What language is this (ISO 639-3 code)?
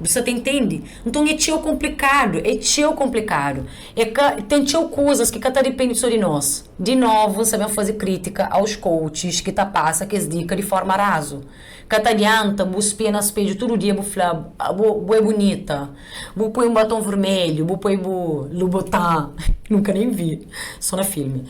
kea